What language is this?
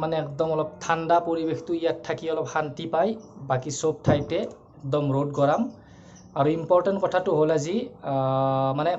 Assamese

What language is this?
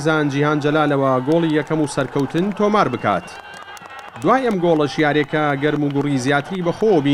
Central Kurdish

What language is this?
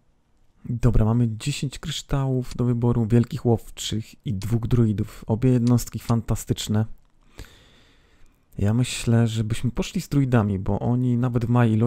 Polish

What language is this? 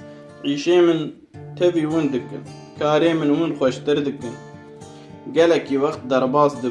Kurdish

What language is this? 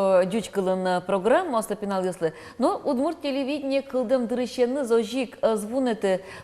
Udmurt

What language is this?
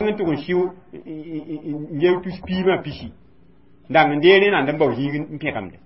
Mossi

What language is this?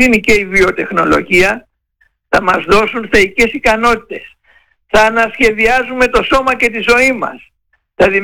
Greek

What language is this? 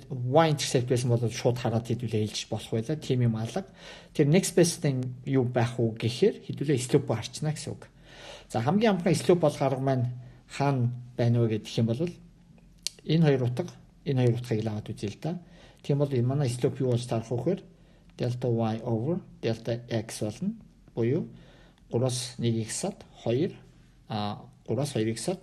Mongolian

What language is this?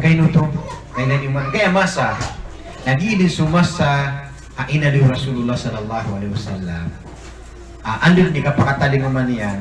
Maranao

